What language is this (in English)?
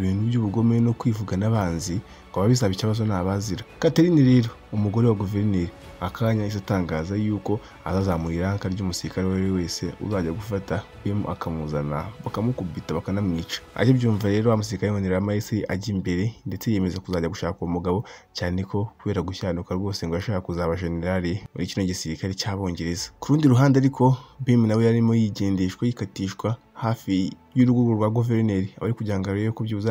Kinyarwanda